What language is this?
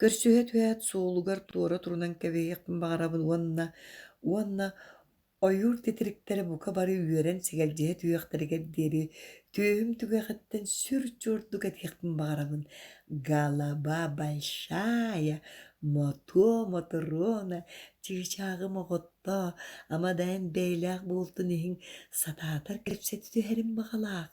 Yakut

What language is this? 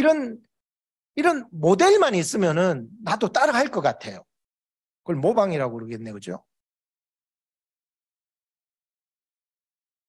Korean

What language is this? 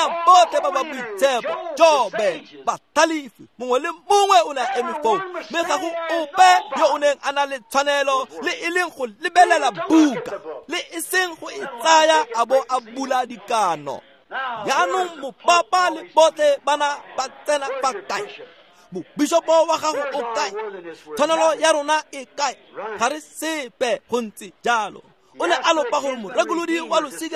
Tswana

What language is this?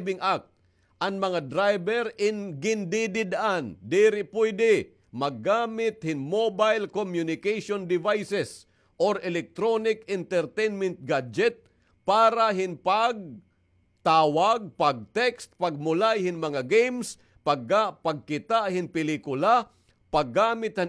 Waray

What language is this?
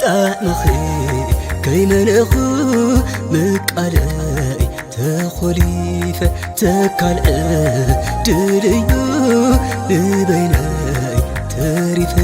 Tigrinya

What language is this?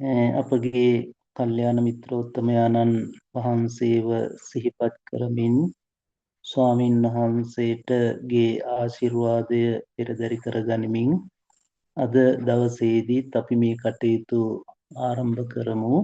Sinhala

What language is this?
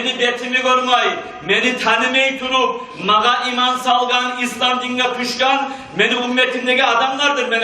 Kumyk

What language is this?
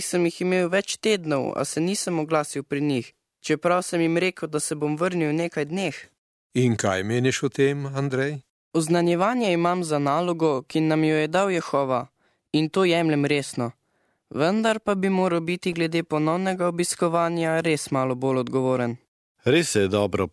Slovenian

